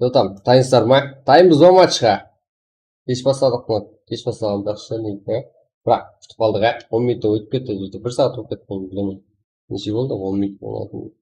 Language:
Kara-Kalpak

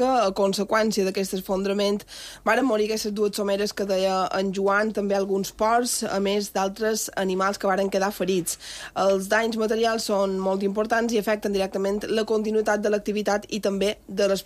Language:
Catalan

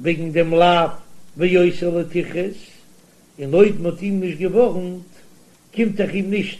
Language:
Yiddish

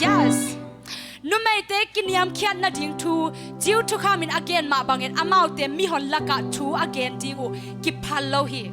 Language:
Tedim Chin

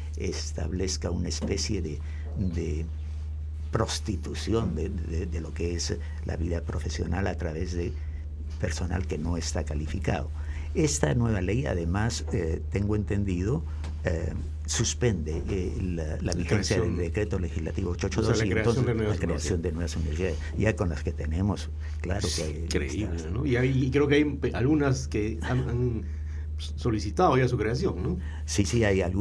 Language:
Spanish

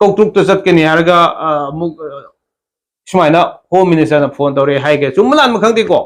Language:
Manipuri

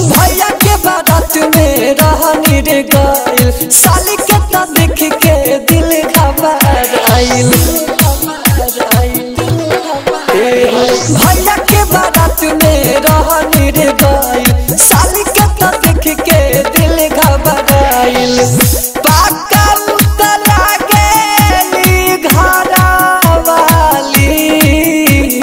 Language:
Bhojpuri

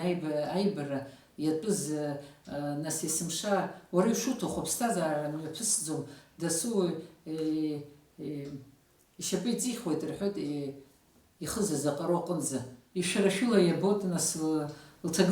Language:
Abkhazian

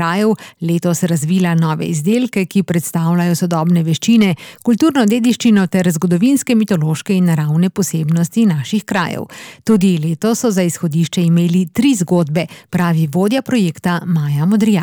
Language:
Slovenian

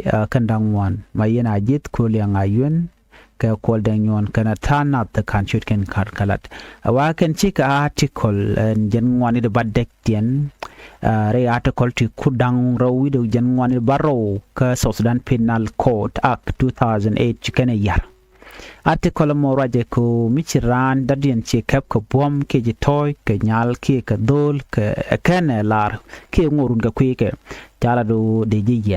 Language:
Nuer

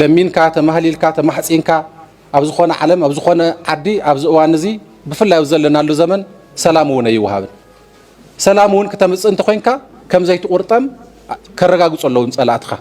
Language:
Tigrinya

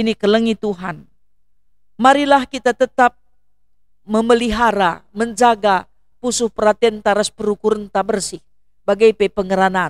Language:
Batak Karo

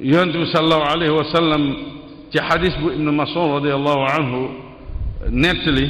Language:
Wolof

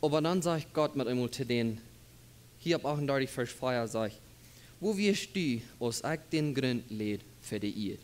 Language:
Plautdietsch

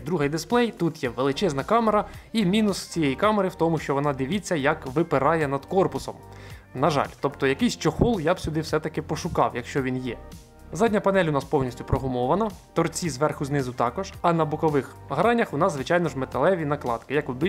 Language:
Ukrainian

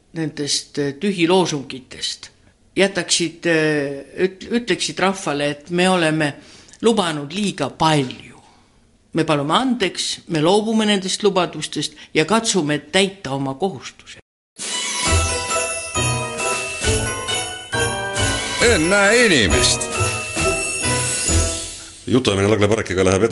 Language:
Estonian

